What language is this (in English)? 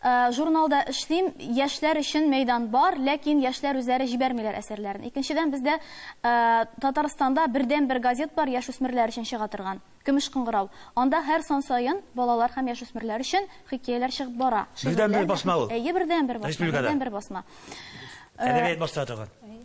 Tatar